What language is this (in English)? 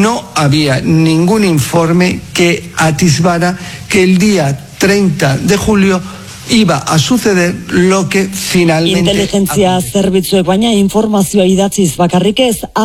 Basque